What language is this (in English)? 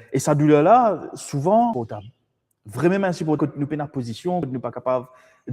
Morisyen